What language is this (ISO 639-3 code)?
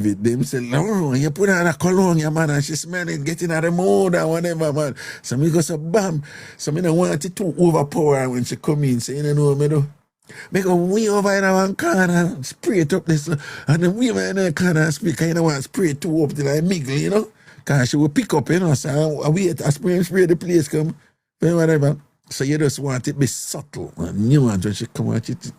jam